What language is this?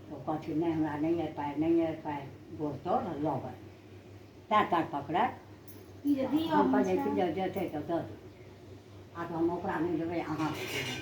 Maithili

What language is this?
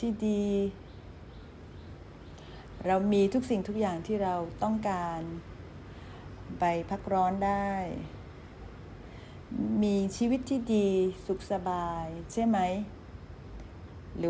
Thai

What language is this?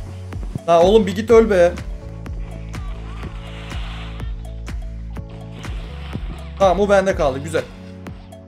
Turkish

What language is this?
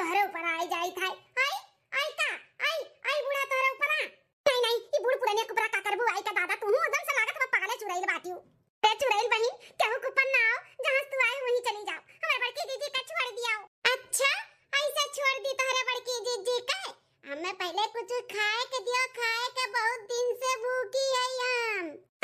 Awadhi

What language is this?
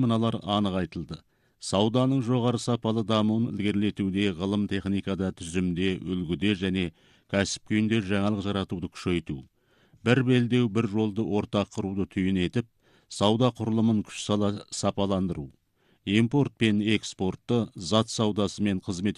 Kazakh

